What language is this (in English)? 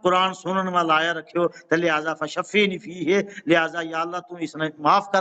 Gujari